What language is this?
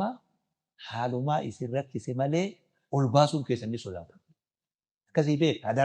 Oromo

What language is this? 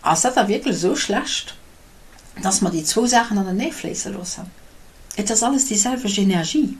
Luxembourgish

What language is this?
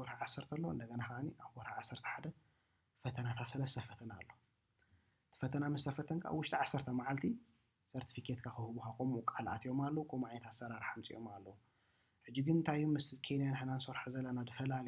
Tigrinya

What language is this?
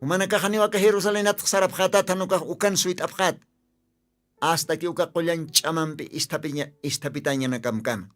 Aymara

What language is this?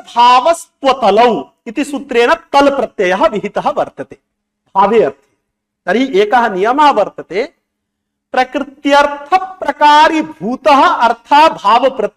Sanskrit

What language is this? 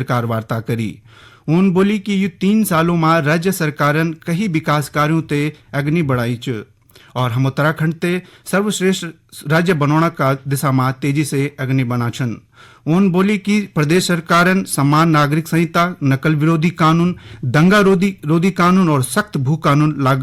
Garhwali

